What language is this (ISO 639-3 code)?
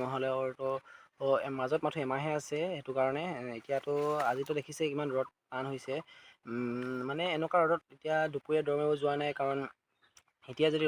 asm